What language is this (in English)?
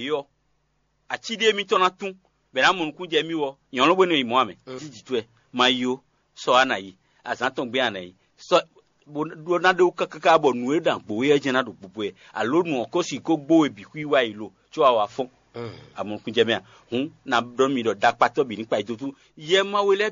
Fon